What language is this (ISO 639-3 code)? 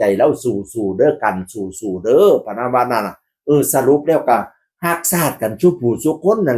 tts